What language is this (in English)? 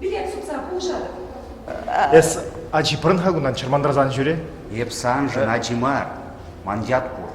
Chuvash